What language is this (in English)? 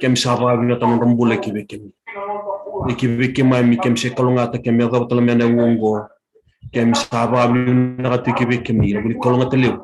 Fijian